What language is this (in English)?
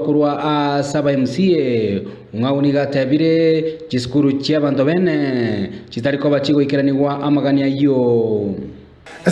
Gusii